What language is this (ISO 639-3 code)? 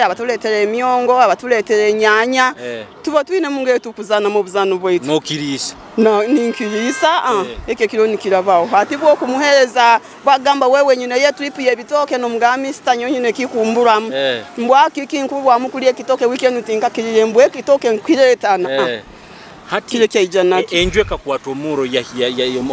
nyo